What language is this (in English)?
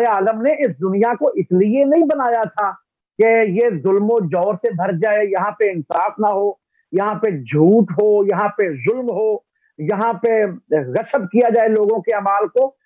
Urdu